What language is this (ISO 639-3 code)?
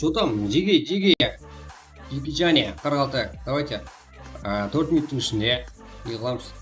kaa